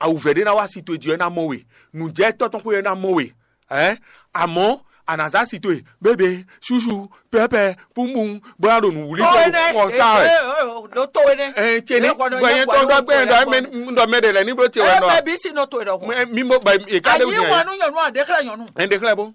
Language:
Fon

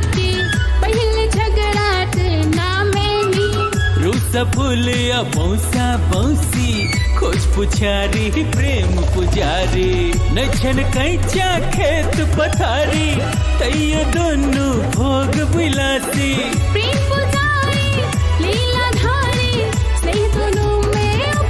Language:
Maithili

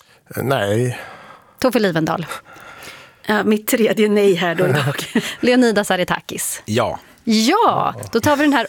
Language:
Swedish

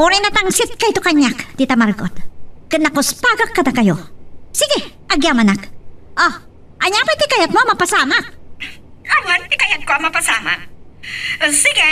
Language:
Iloko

